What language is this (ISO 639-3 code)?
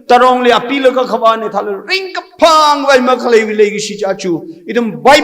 nmf